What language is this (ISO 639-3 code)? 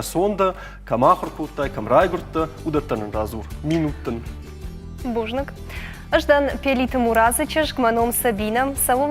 oss